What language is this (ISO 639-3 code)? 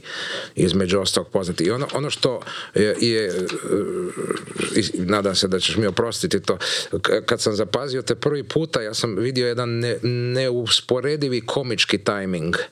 hrv